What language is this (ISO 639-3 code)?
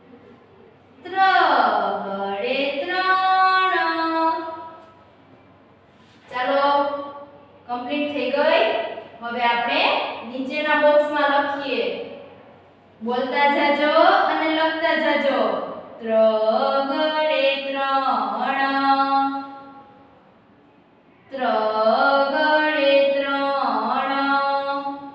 guj